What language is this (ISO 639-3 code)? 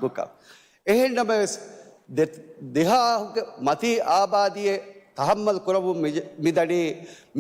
div